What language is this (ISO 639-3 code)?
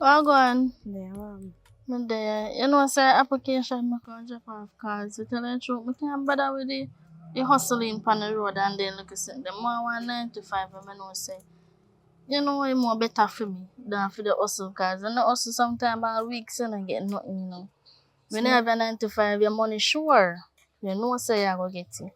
jam